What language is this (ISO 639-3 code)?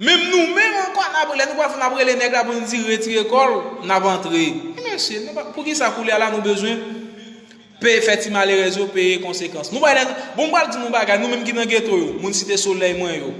hat